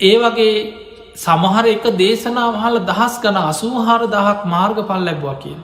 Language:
Sinhala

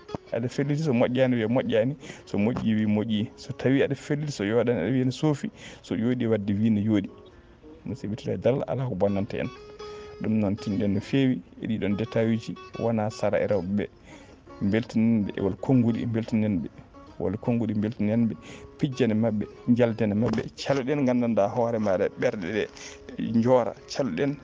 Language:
Fula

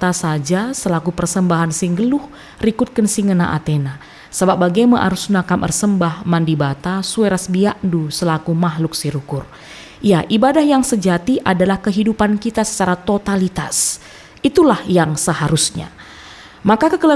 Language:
Batak Karo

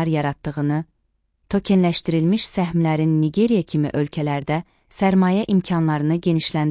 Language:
Azerbaijani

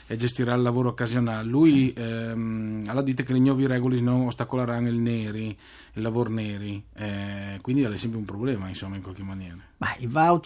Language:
Friulian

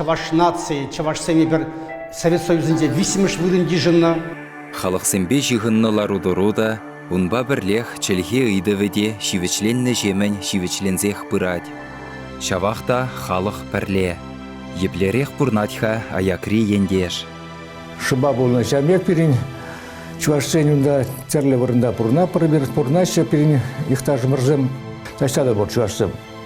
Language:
Chuvash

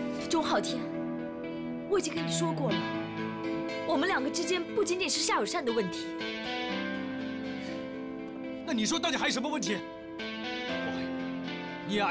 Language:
Chinese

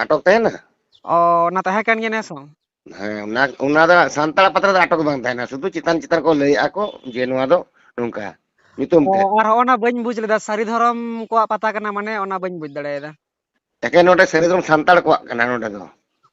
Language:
Santali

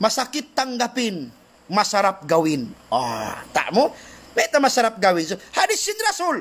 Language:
Tausug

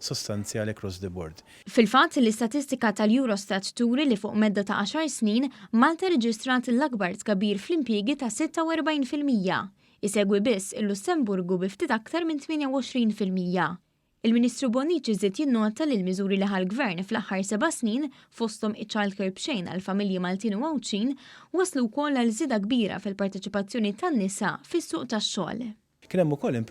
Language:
Maltese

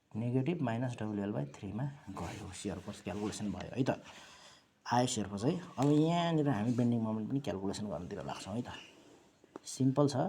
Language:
Nepali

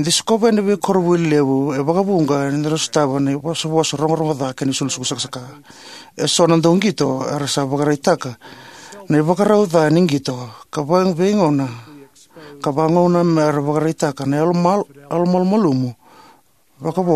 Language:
Fijian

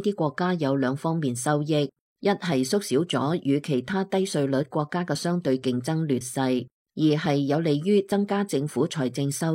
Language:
Cantonese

